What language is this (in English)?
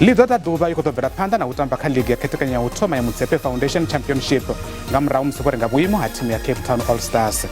Venda